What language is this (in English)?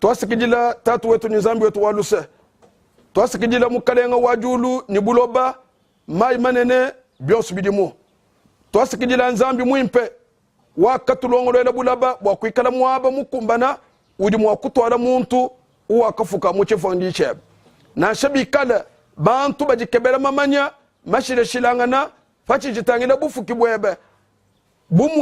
Luba-Lulua